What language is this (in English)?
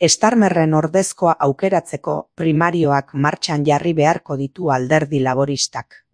Basque